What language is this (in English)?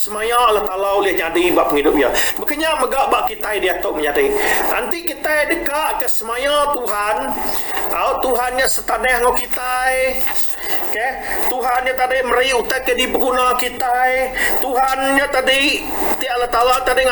Iban